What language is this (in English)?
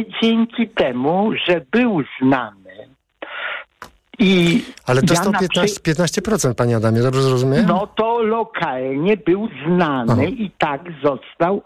Polish